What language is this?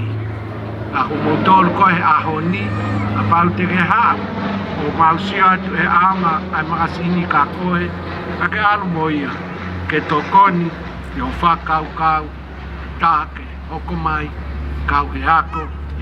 Tongan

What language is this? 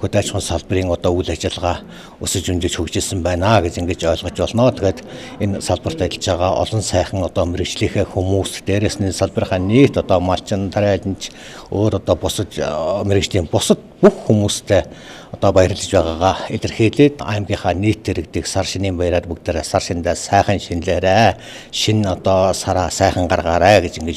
Mongolian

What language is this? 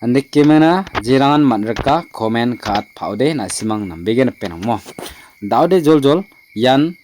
Garo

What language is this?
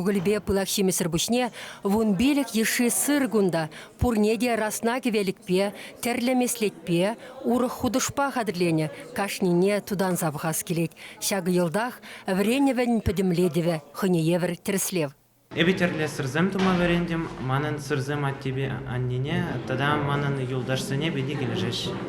Chuvash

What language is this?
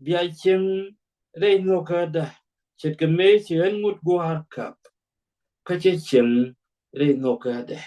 Nuer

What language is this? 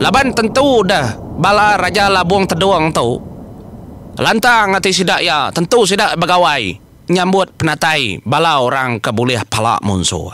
Iban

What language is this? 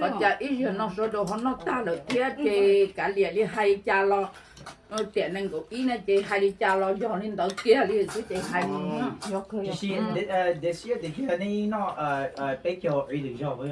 Hmong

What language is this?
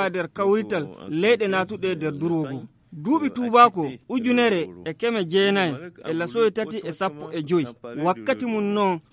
Fula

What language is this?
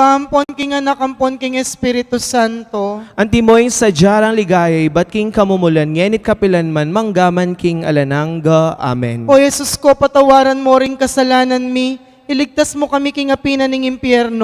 Pampanga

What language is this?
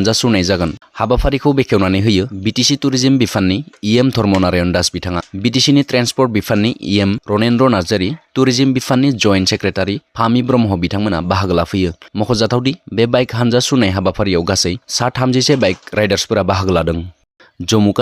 Bodo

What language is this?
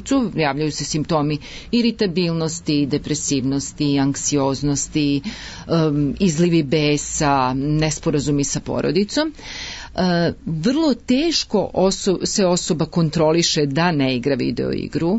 Serbian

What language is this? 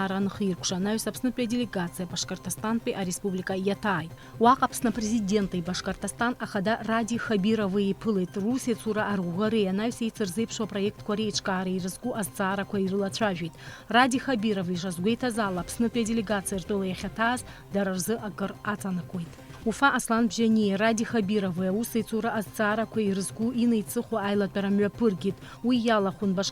Abkhazian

